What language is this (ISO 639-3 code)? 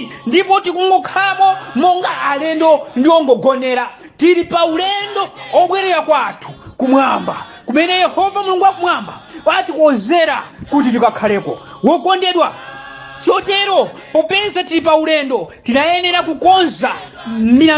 nya